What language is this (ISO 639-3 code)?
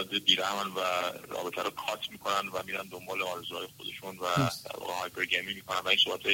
fas